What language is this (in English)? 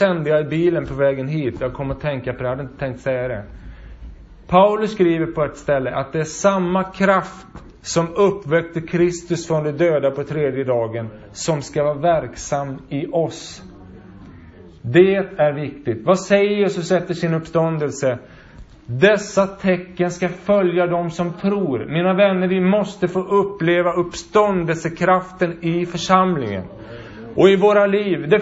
Swedish